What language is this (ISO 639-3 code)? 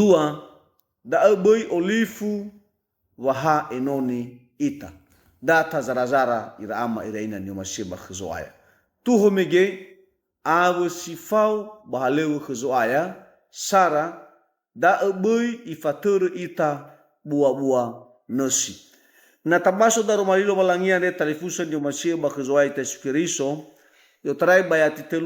nia